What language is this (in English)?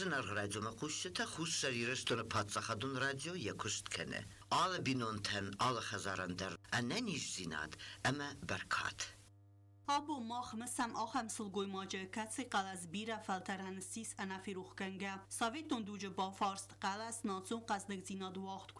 Ossetic